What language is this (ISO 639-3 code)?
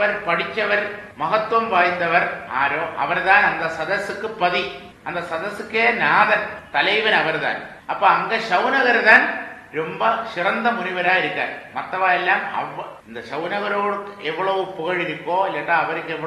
tam